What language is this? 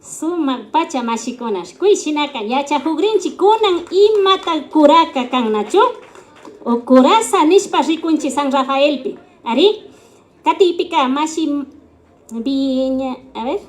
Imbabura Highland Quichua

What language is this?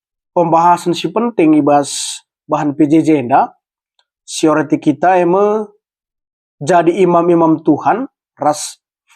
Batak Karo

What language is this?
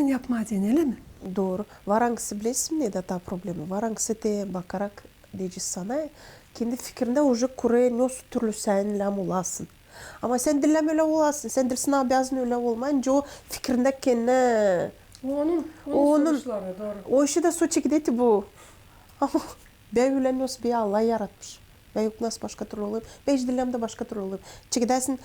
Gagauz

